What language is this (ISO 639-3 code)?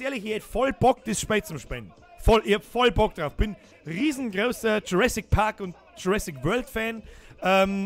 bar